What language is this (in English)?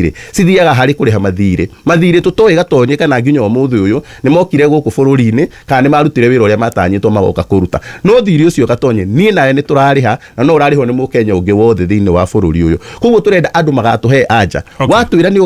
Kikuyu